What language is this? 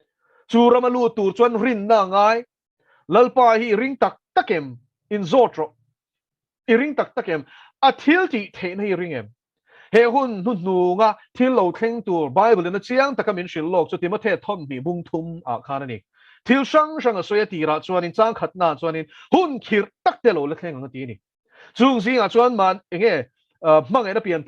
Mizo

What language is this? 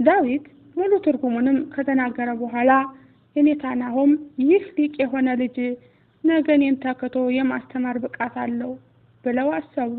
Amharic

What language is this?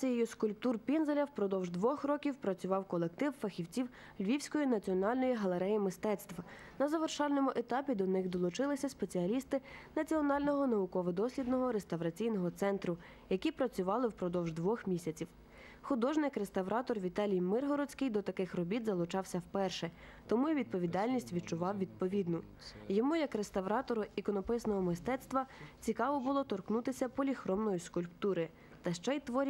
Ukrainian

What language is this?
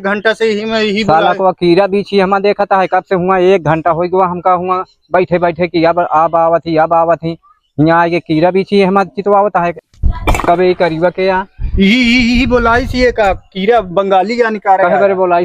Awadhi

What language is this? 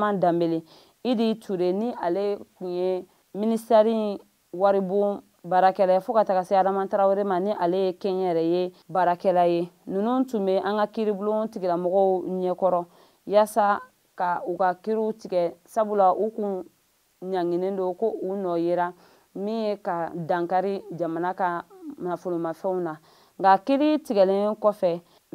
Bambara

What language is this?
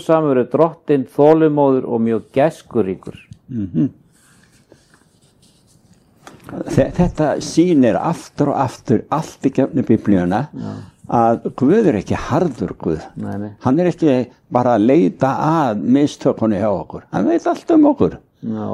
Icelandic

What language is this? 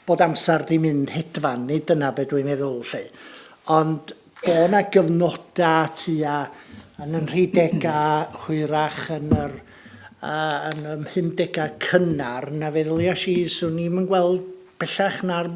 Welsh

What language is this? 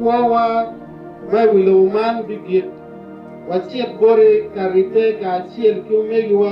Acoli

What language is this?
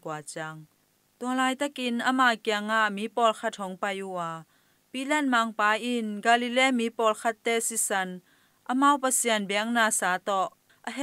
Tedim Chin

